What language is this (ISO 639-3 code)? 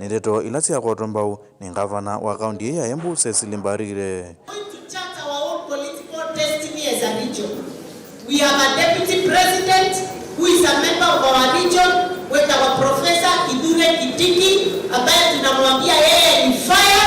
kam